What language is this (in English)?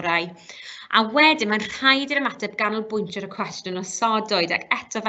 Welsh